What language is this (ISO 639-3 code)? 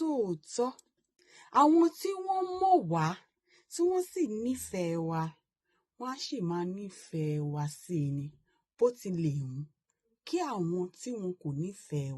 yor